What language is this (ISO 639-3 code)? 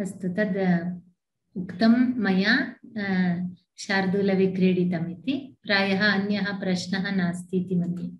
san